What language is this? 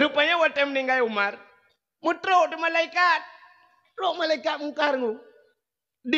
Achinese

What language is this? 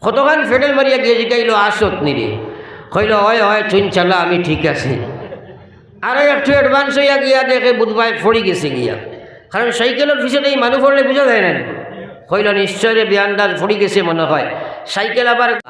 Sylheti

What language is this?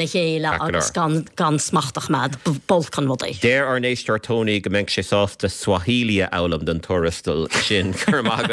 Irish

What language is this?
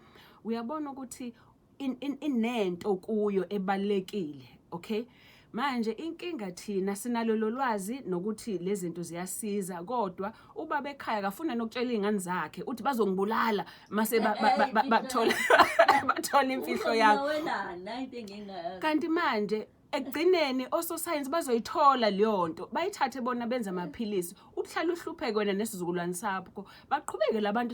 Zulu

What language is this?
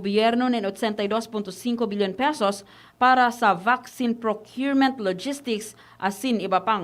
Bikol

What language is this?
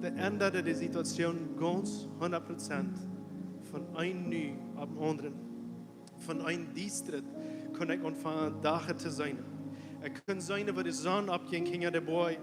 Plautdietsch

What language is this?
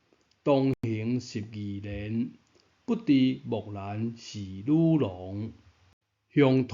Min Nan Chinese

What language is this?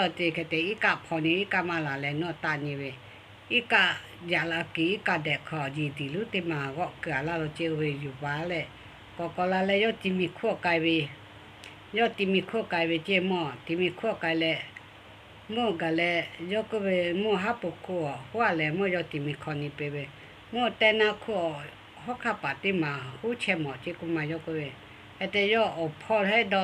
Lahu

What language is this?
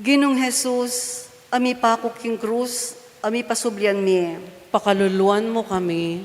Pampanga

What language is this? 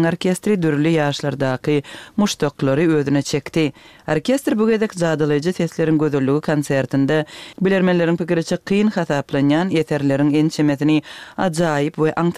Turkmen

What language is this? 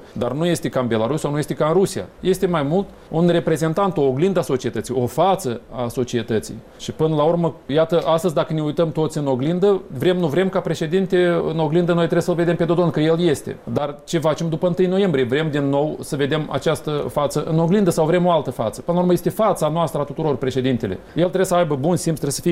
Romanian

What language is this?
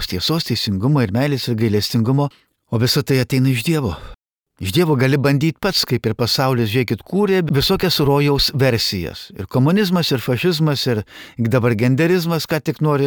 Lithuanian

